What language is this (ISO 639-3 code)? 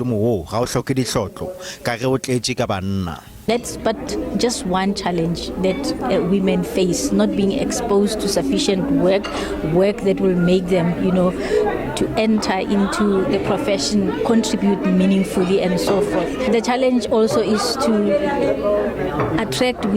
nso